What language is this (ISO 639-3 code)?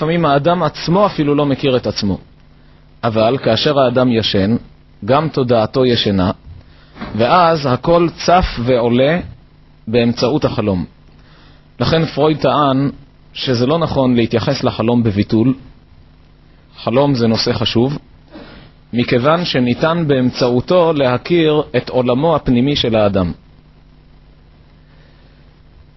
heb